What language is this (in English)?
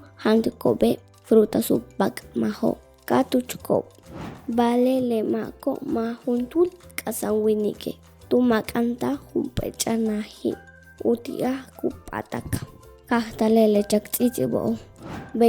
Yucateco